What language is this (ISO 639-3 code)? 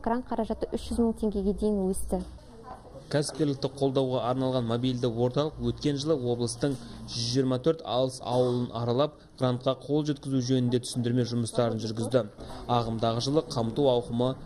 kaz